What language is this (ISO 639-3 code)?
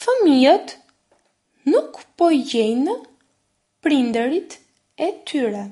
sqi